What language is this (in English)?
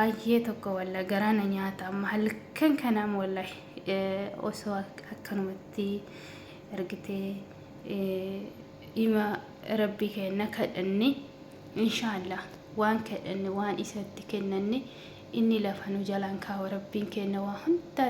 Oromo